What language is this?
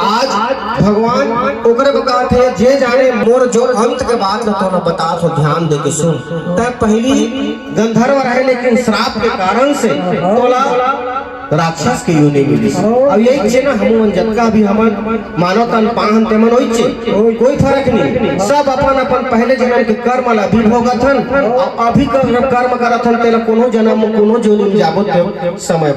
Chhattisgarhi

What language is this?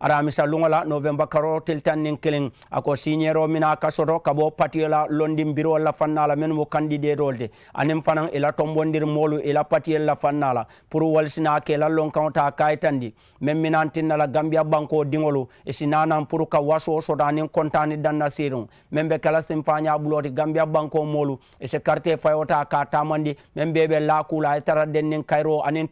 Mandingo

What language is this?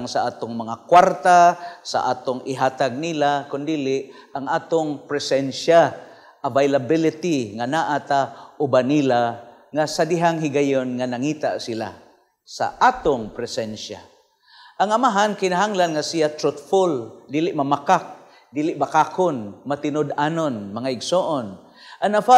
Cebuano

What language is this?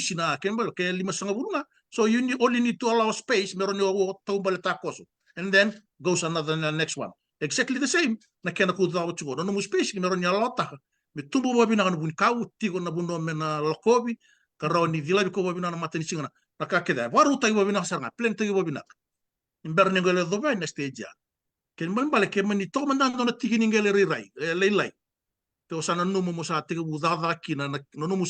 Fijian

